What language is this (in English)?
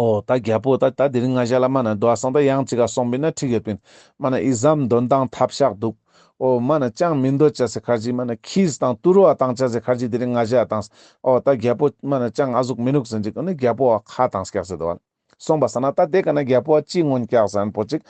Ladakhi